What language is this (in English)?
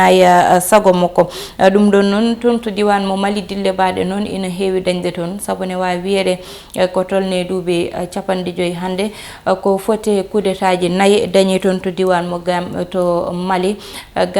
Fula